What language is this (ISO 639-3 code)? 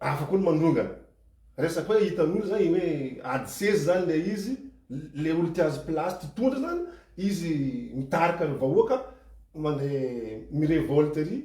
mlg